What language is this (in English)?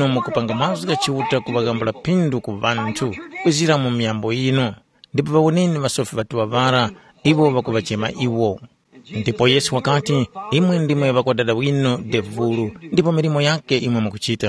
Tumbuka